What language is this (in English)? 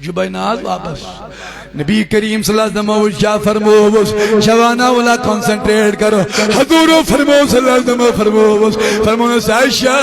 Kashmiri